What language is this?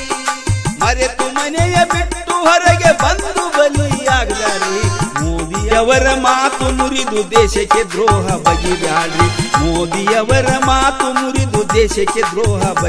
Kannada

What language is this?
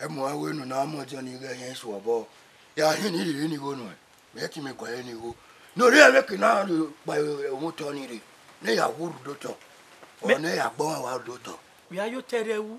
Bini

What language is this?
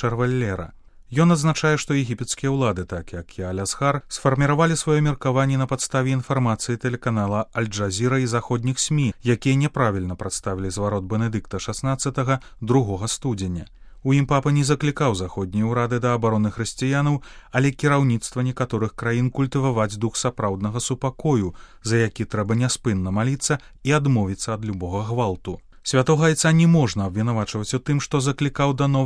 Belarusian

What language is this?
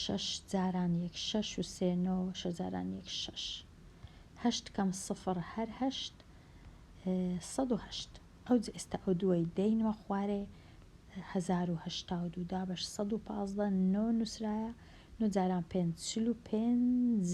Central Kurdish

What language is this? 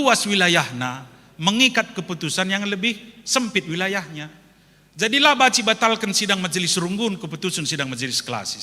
Batak Karo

